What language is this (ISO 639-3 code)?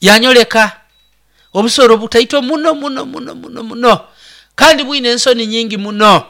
nyo